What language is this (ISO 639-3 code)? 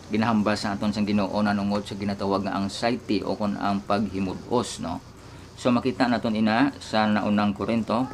hil